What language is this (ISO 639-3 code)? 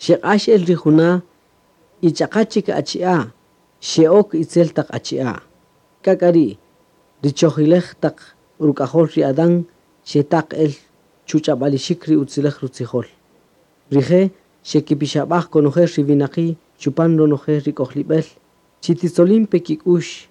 cak